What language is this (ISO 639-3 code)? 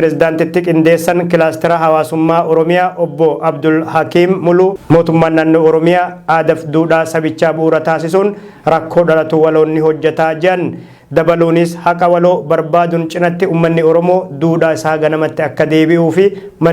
orm